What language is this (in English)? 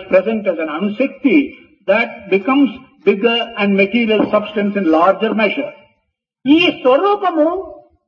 Telugu